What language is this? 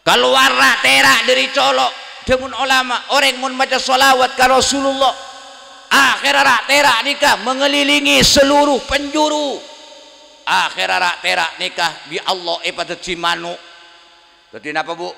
Madurese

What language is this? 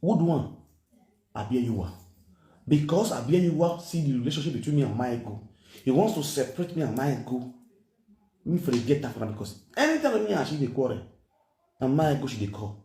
Nigerian Pidgin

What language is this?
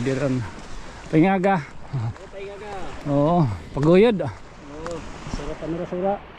Waray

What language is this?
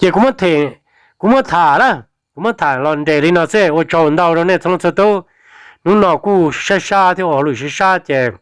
Hmong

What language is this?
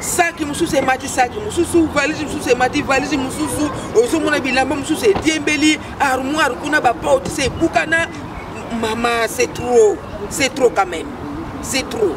Lingala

